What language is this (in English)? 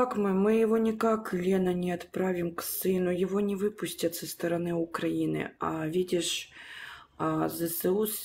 Russian